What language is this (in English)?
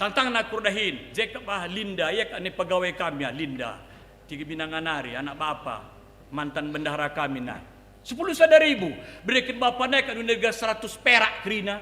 Batak Karo